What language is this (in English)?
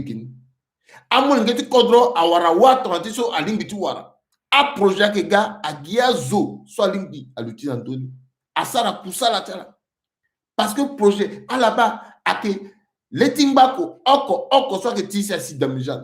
Sango